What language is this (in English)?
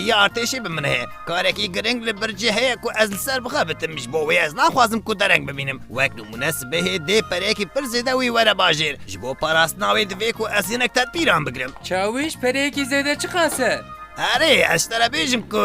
Kurdish